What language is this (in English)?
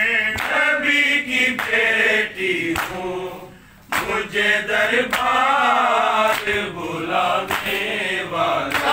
Urdu